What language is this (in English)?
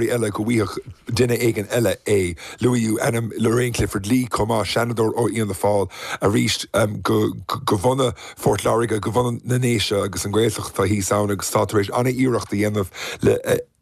Irish